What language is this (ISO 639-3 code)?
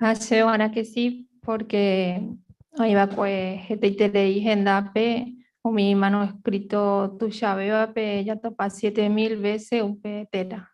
grn